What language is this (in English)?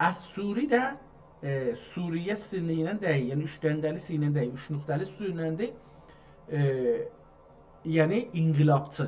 South Azerbaijani